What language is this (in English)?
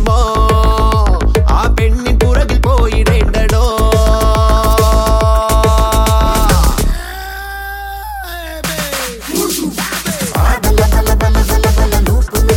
Malayalam